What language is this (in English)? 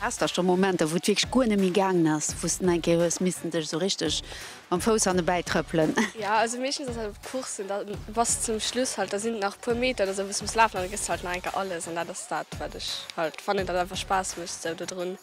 Luxembourgish